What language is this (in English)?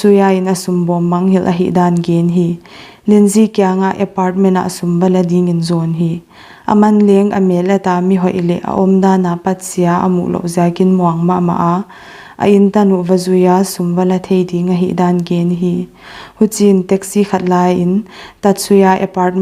Paite Chin